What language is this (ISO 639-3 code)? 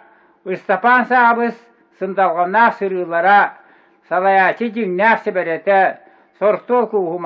sah